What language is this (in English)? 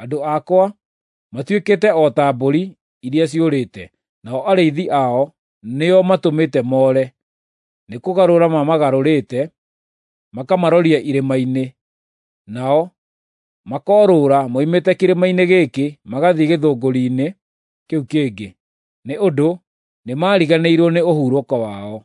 Kikuyu